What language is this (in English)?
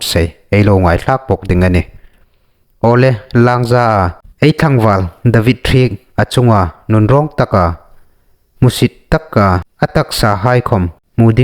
Hmar